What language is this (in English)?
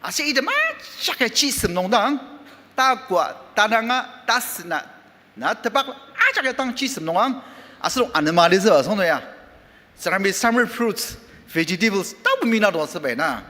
Ao Naga